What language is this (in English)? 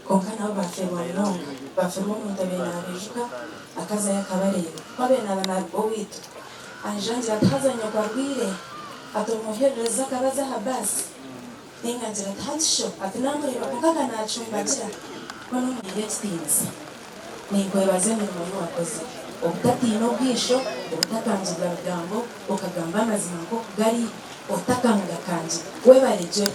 Nyankole